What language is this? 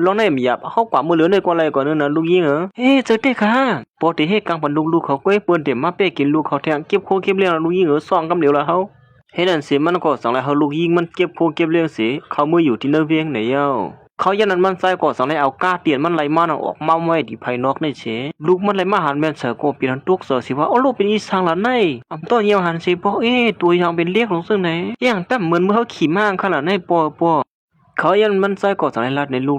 Shan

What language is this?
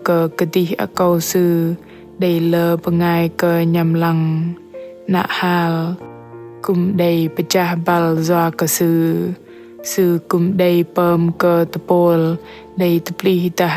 Bahnar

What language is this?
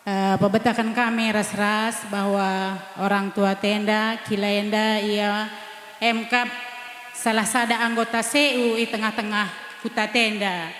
Batak Karo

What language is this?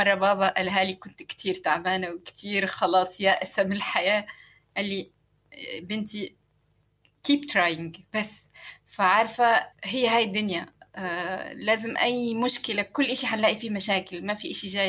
North Levantine Arabic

